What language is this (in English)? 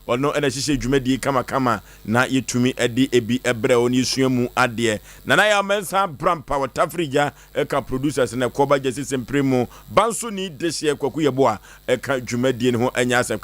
Akan